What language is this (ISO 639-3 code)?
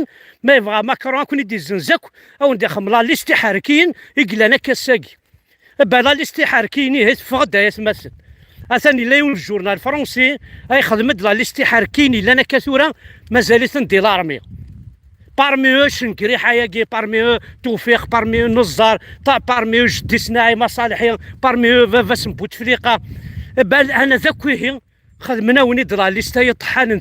kab